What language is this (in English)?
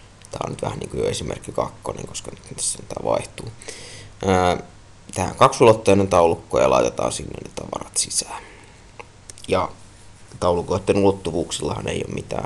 Finnish